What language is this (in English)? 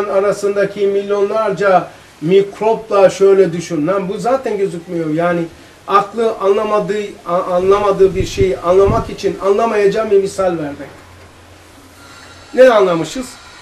Turkish